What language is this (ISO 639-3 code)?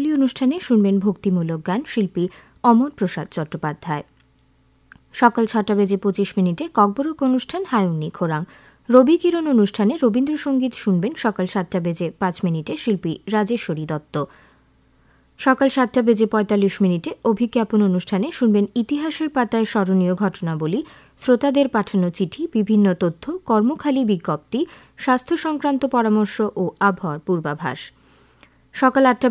ben